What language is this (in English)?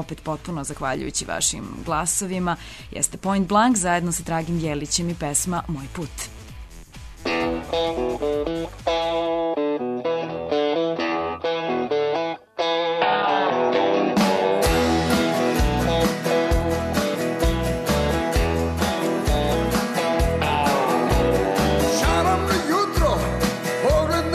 Serbian